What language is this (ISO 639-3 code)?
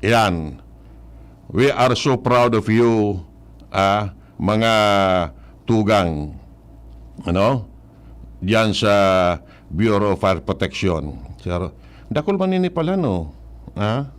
bik